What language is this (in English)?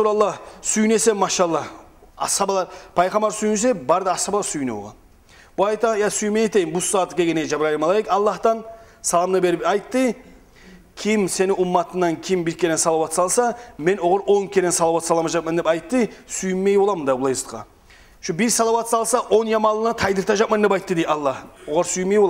Kumyk